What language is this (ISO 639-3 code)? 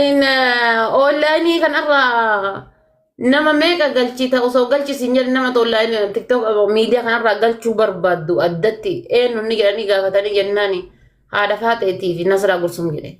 orm